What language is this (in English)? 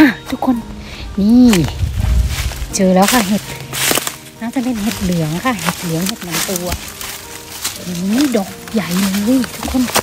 Thai